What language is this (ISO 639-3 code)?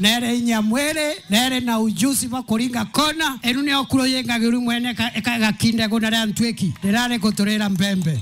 mer